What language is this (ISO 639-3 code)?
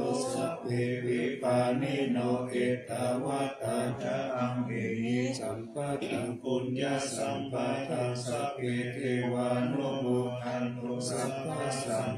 pli